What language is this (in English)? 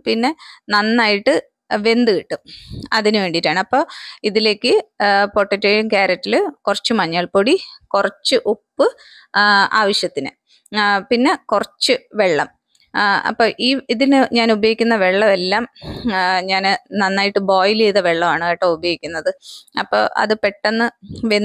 Malayalam